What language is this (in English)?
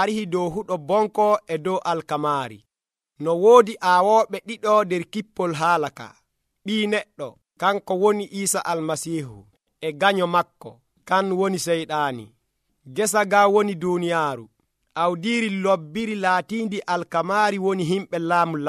Nigerian Fulfulde